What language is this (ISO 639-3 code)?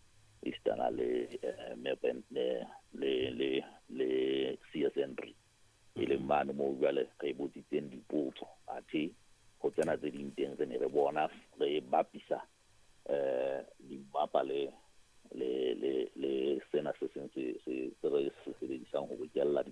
sot